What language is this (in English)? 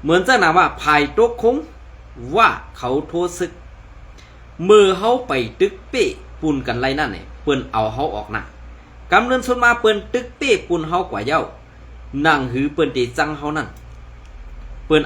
Shan